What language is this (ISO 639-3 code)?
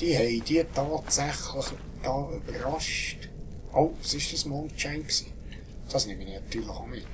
gsw